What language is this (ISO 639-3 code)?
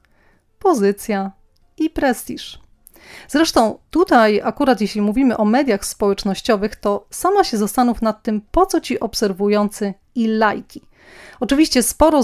pol